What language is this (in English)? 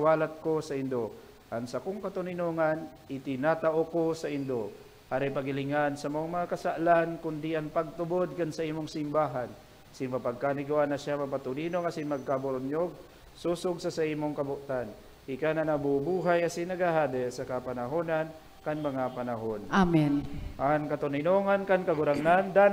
Bikol